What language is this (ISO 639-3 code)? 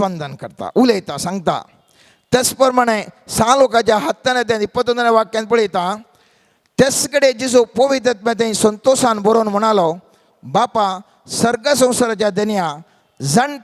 kok